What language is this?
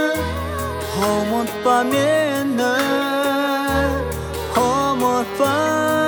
Kazakh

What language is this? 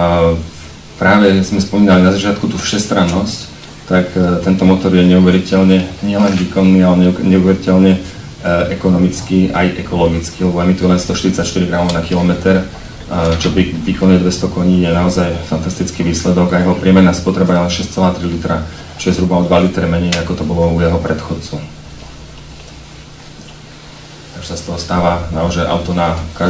Slovak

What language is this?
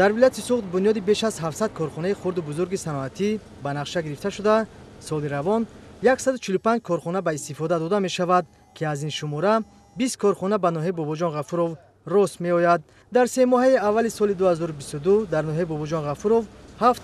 Tajik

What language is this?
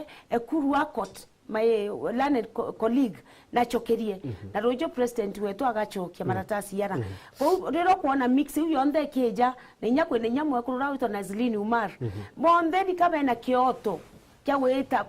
Meru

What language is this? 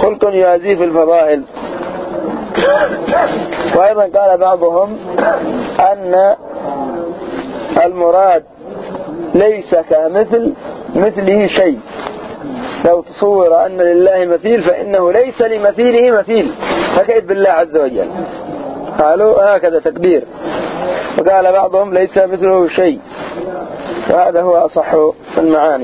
Arabic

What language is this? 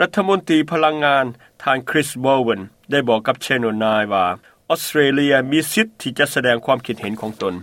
Lao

